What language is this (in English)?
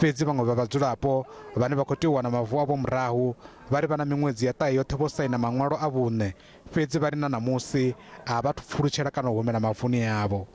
Venda